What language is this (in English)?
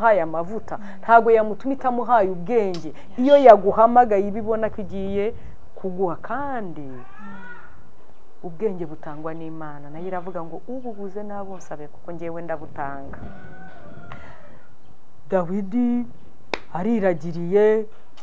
Kinyarwanda